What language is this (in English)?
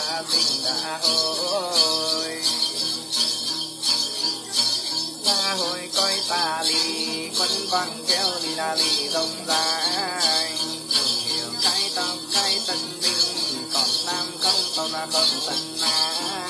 Vietnamese